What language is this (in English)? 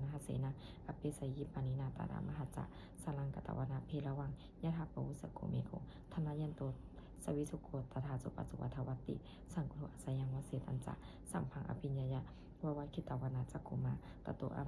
Pali